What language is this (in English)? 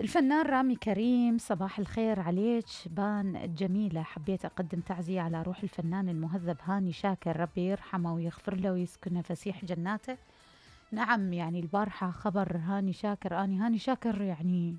Mesopotamian Arabic